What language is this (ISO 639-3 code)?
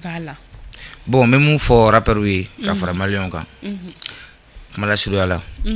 bam